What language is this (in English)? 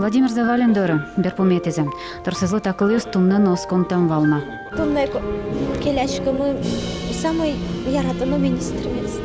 Udmurt